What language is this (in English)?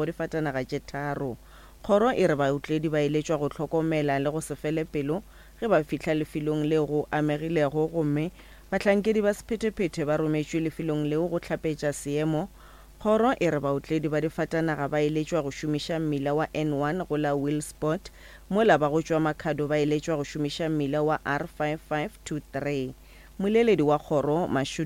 Northern Sotho